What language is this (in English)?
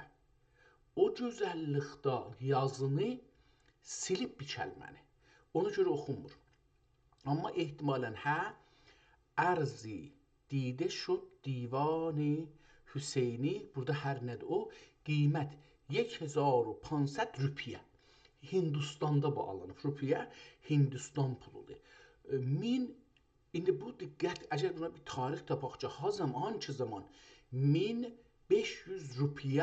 South Azerbaijani